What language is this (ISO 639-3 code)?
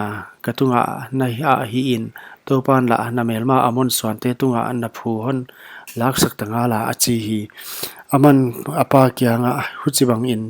pck